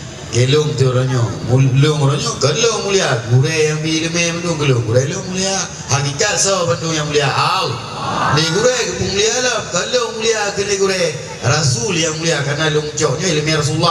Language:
Achinese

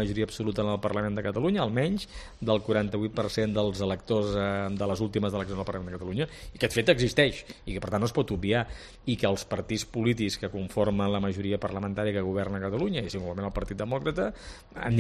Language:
Catalan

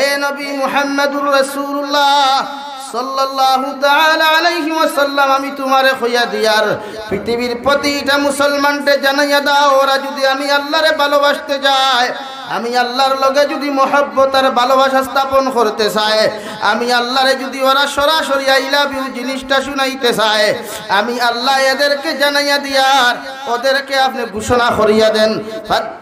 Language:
Sylheti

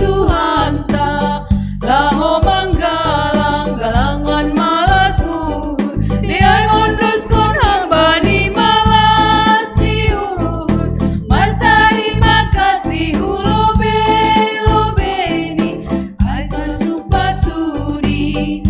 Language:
Batak Simalungun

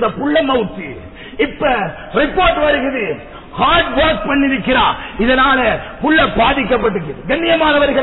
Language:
Tamil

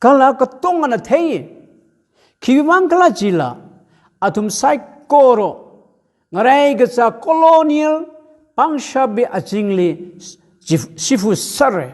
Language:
Tangkhul Naga (India)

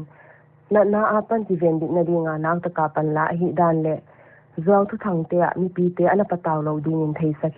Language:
Paite Chin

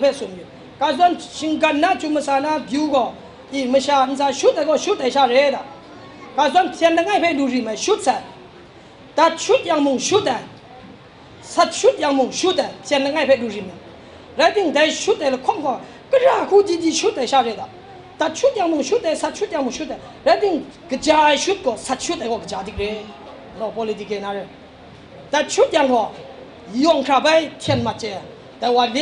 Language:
Kachin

